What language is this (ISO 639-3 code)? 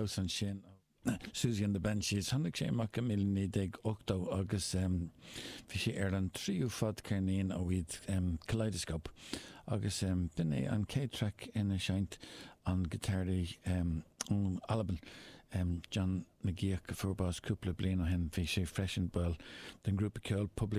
gle